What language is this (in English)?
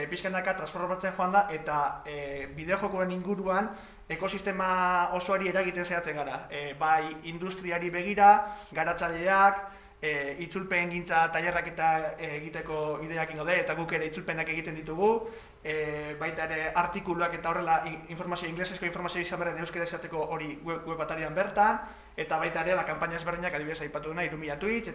Basque